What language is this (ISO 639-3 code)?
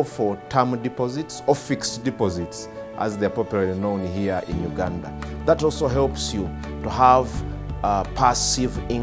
eng